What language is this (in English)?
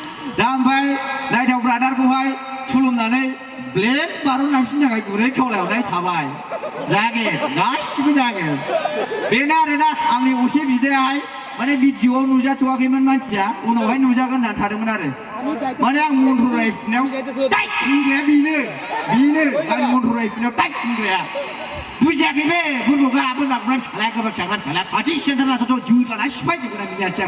Bodo